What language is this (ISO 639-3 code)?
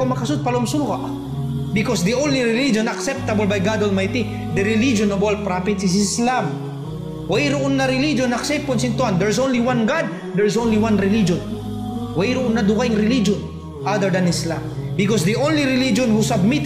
tsg